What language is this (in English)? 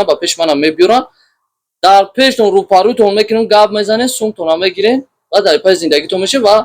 Tajik